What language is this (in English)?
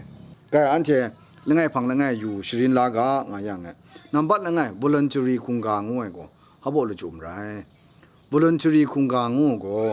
Kachin